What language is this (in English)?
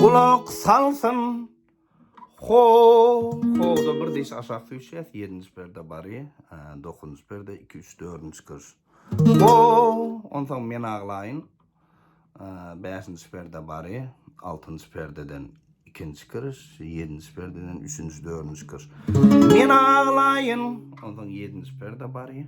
Turkmen